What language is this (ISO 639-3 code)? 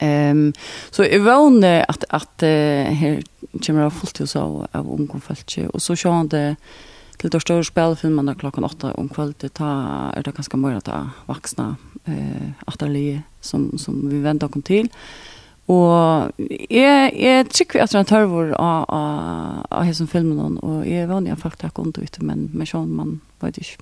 fao